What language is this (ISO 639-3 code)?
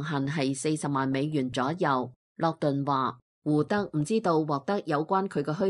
yue